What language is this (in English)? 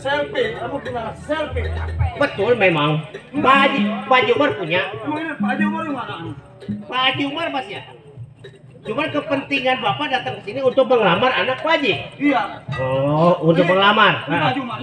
Betawi